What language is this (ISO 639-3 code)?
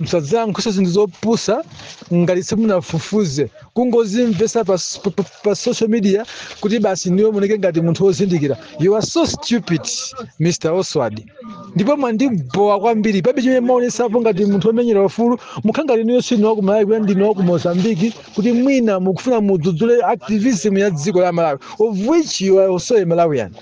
nya